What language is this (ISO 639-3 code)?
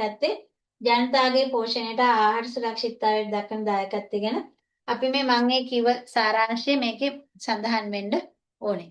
sin